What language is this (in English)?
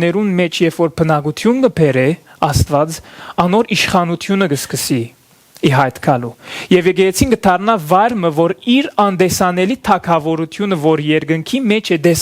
Western Armenian